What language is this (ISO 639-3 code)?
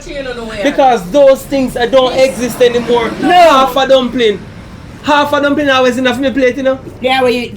jam